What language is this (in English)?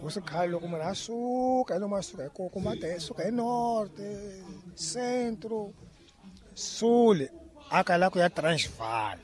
Tsonga